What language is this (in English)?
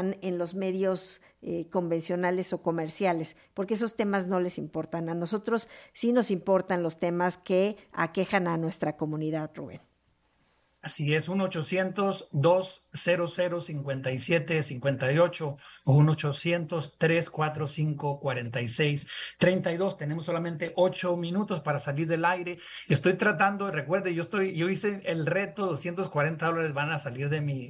Spanish